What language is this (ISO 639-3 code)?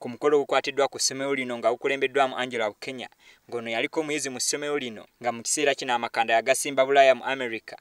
lug